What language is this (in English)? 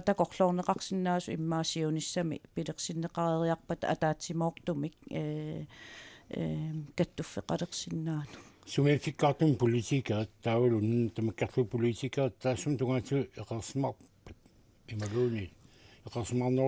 Kalaallisut